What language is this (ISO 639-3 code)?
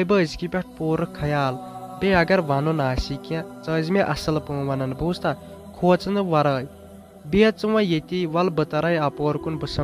kas